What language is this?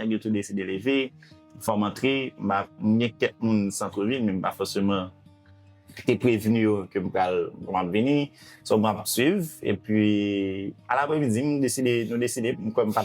Haitian Creole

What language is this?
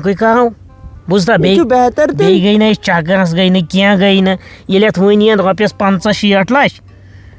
Kashmiri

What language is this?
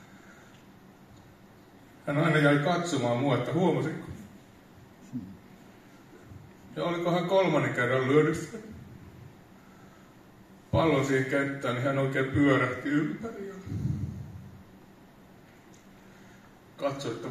Finnish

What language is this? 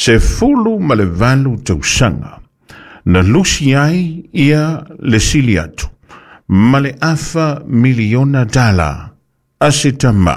Samoan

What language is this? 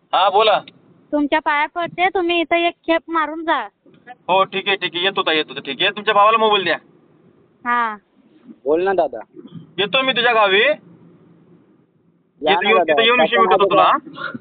Marathi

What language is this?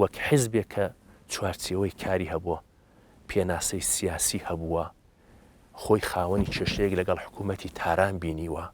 Central Kurdish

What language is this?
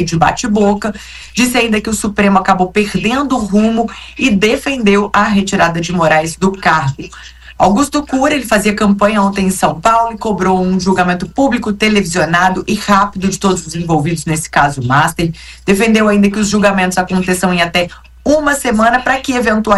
Portuguese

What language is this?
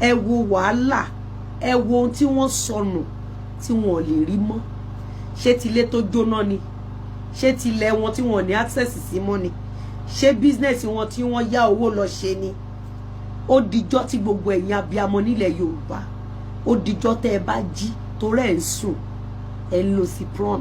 Yoruba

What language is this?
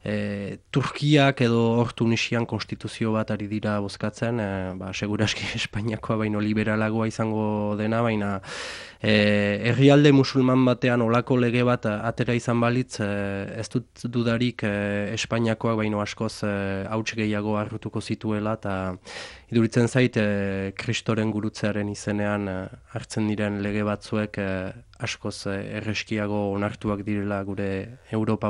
Basque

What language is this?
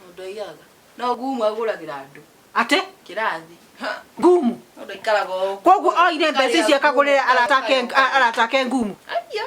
Kikuyu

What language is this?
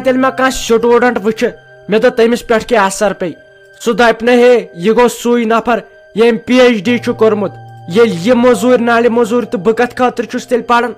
Kashmiri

